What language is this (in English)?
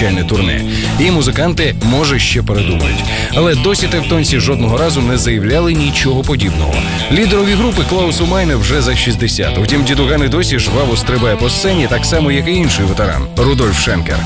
Ukrainian